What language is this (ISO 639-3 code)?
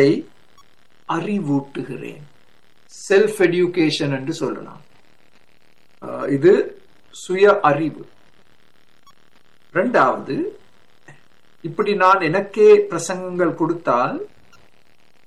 tam